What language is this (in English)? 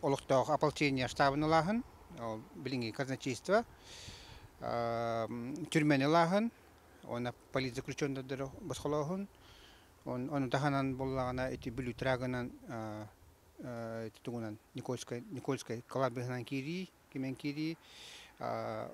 Yakut